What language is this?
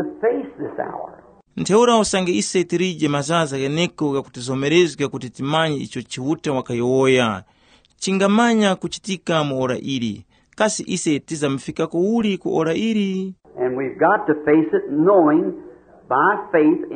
Tumbuka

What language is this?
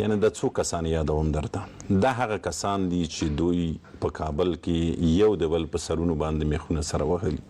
Pashto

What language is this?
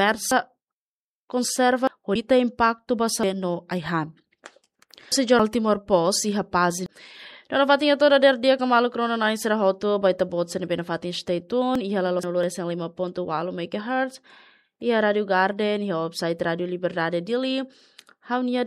Tetum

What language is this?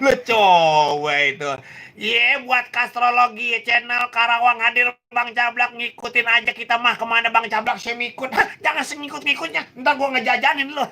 Betawi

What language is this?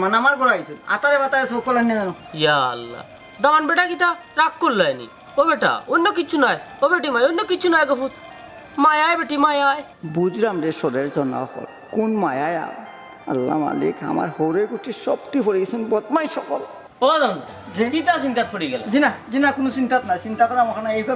Sylheti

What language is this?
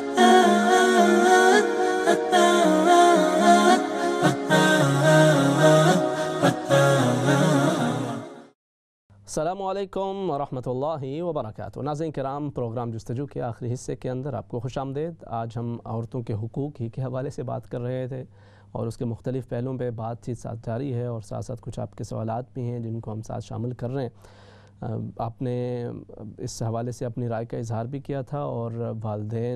Urdu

